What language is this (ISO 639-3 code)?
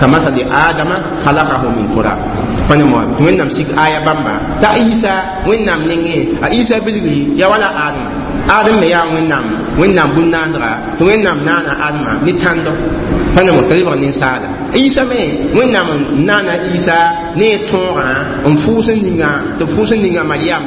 mos